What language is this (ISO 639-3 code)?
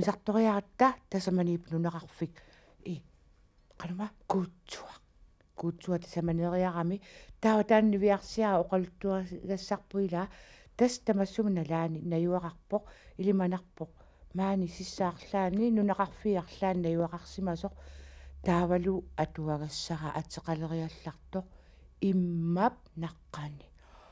kal